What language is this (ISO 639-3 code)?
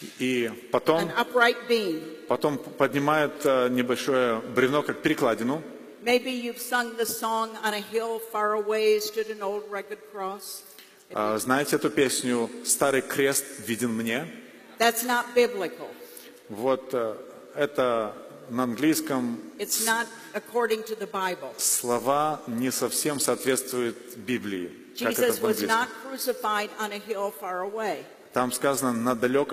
rus